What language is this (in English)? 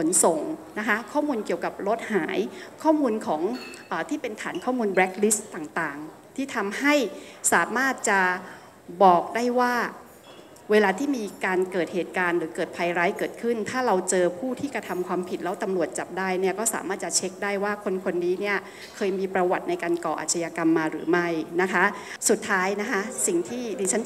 Thai